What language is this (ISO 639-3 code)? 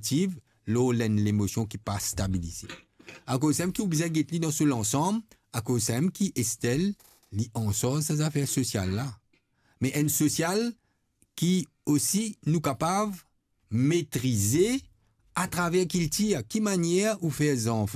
mfe